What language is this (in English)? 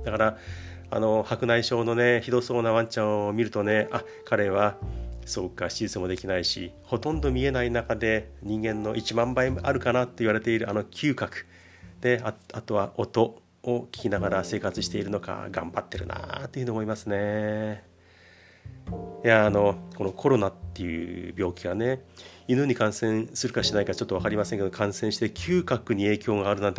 Japanese